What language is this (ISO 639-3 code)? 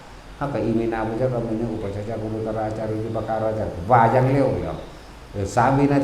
tts